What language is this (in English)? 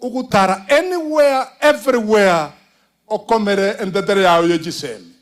Gusii